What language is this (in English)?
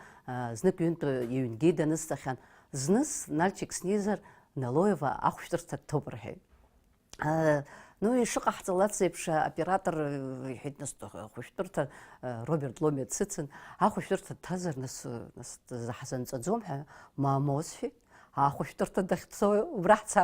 Abkhazian